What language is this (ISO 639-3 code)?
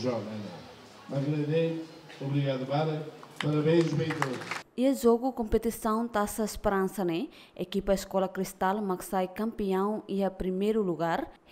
tet